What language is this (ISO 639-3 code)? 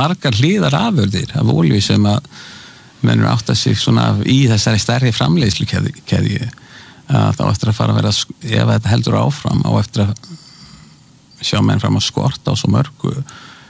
isl